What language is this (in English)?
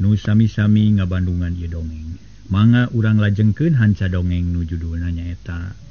Sundanese